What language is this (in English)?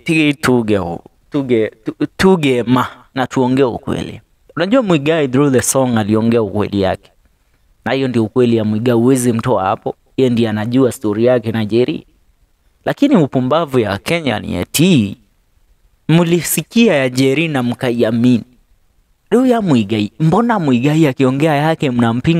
Kikuyu